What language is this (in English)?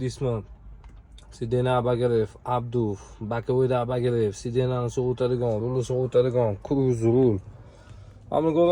Uzbek